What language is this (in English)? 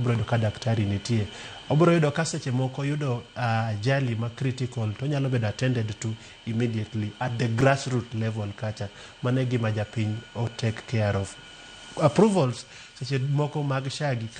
Luo (Kenya and Tanzania)